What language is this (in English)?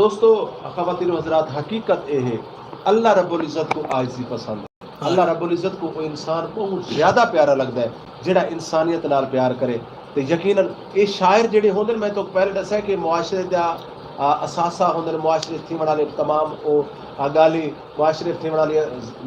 Saraiki